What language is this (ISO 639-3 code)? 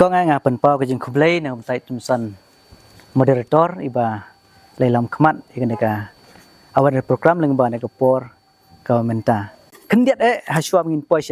kha